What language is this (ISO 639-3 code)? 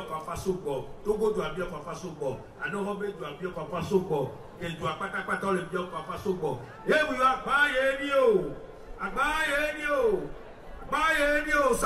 ewe